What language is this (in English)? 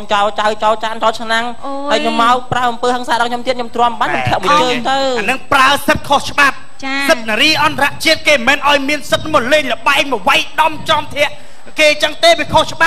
Khmer